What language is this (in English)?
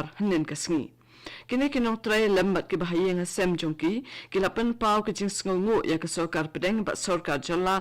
Khasi